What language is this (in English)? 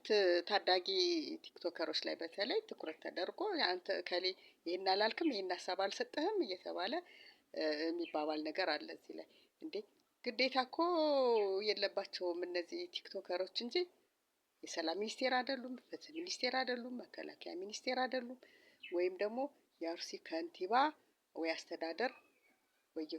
Amharic